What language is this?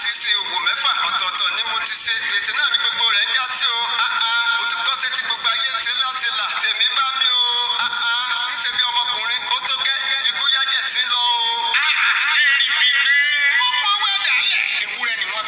Yoruba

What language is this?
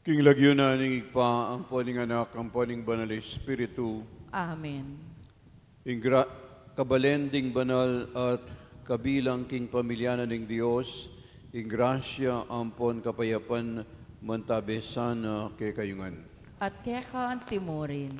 Pampanga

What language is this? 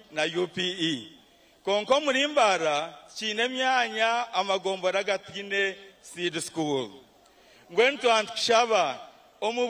Nyankole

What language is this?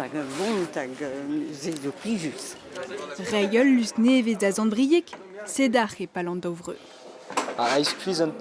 Breton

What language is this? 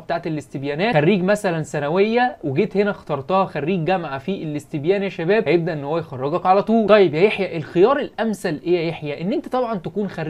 Egyptian Arabic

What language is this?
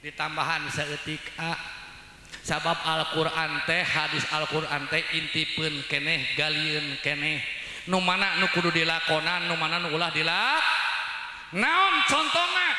Sundanese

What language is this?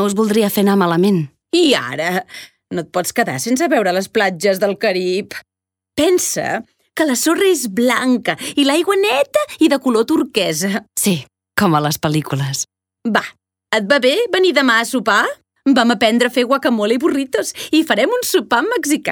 Catalan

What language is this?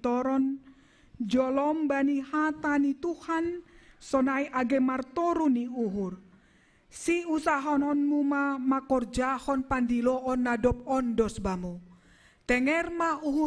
Batak Simalungun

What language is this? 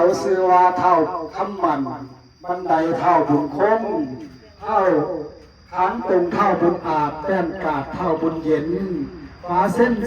Northeastern Thai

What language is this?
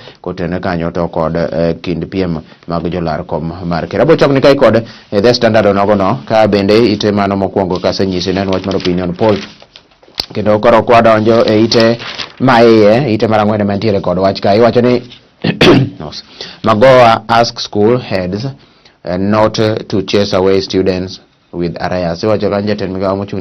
Luo (Kenya and Tanzania)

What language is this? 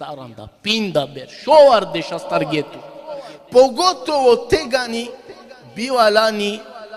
Balkan Romani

